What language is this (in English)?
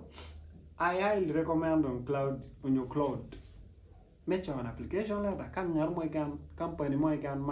Acoli